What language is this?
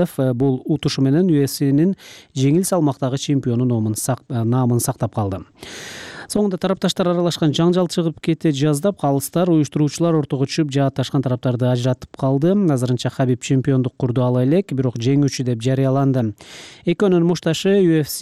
Kyrgyz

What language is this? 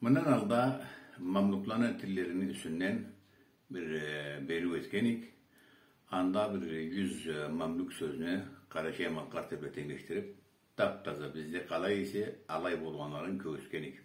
Karachay-Balkar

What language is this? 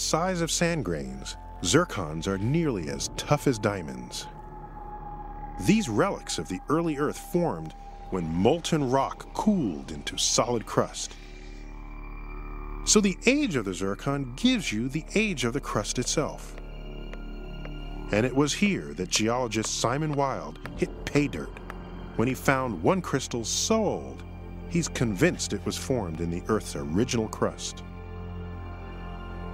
English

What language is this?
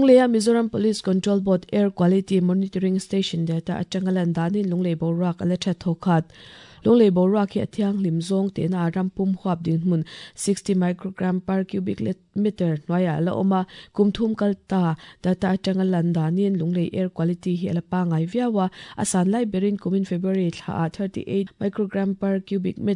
Mizo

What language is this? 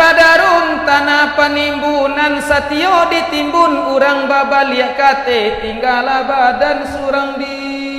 Minangkabau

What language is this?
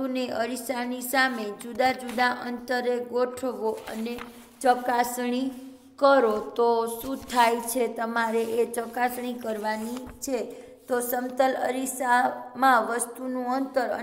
Gujarati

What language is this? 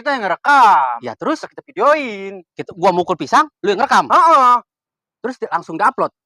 Betawi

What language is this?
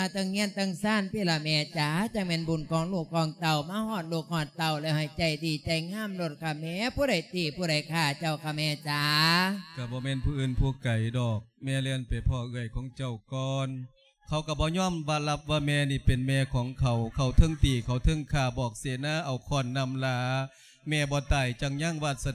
Lao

